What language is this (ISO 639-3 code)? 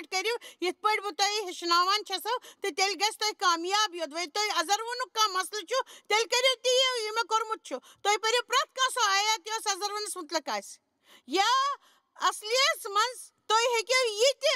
kas